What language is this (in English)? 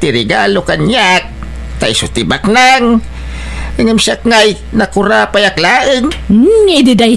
Iloko